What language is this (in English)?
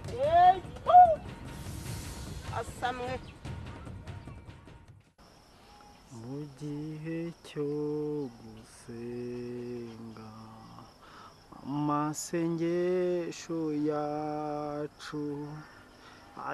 Kinyarwanda